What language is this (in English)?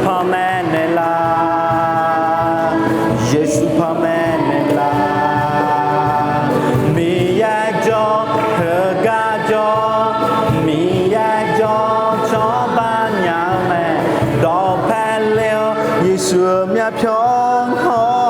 Akha